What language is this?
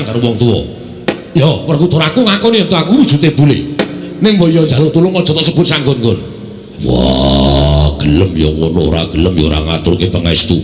Javanese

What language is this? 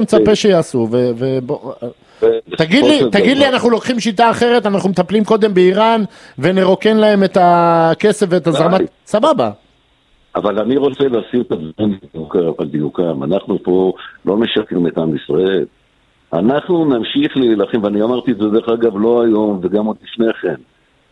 Hebrew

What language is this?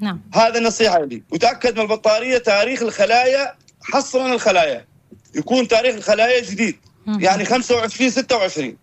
North Levantine Arabic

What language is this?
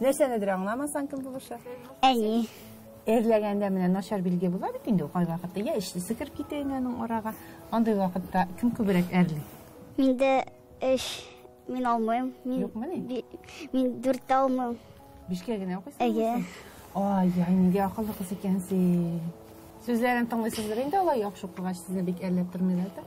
Tatar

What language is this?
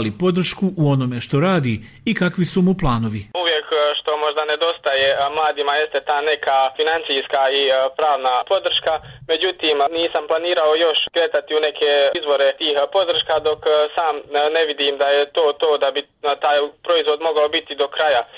Bosnian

